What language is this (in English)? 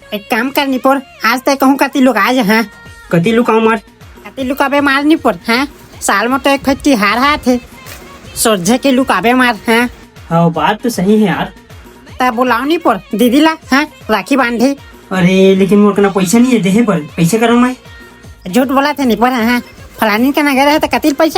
Chhattisgarhi